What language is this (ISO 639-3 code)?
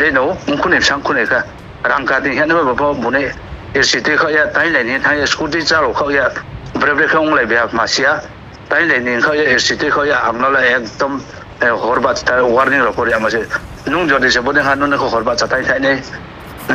ria